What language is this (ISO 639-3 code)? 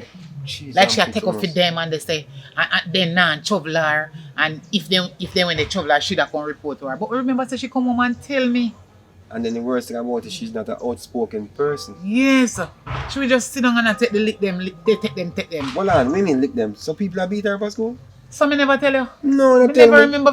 jam